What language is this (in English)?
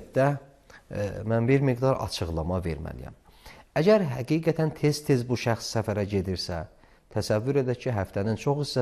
Azerbaijani